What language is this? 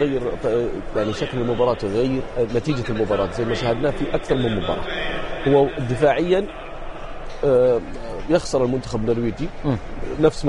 Arabic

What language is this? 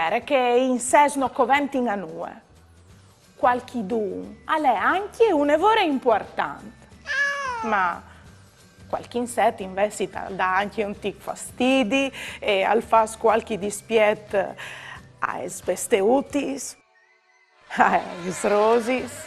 Friulian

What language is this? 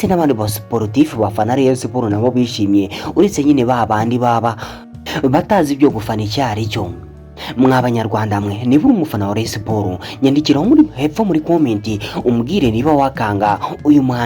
Kinyarwanda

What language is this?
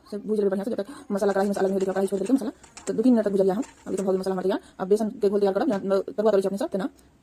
Maithili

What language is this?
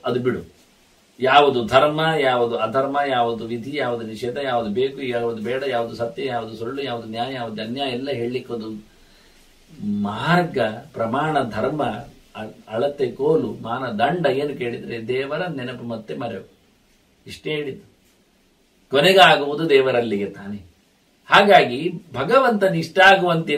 Kannada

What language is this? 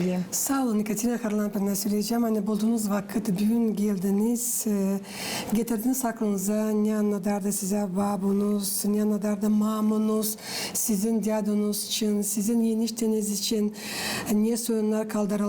Gagauz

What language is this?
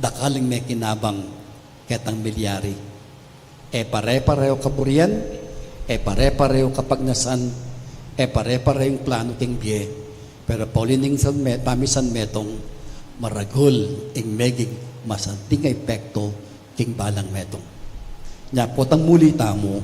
Pampanga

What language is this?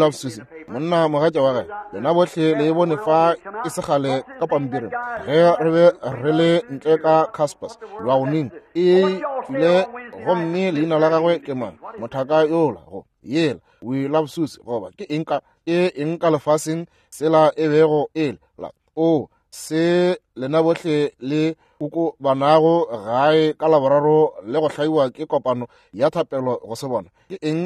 Northern Sotho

